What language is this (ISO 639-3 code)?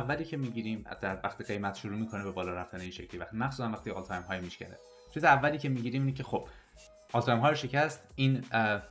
fas